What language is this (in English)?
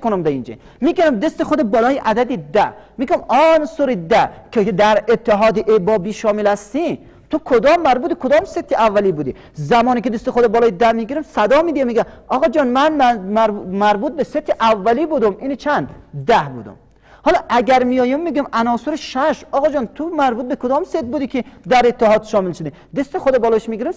Persian